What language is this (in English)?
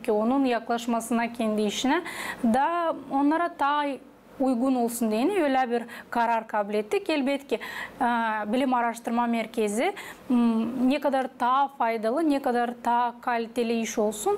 Gagauz